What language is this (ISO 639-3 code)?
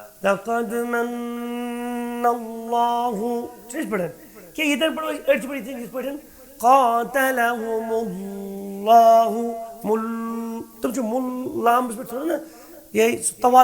kas